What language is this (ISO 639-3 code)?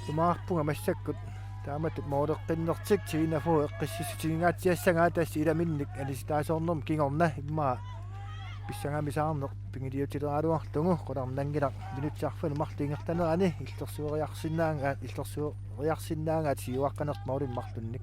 kal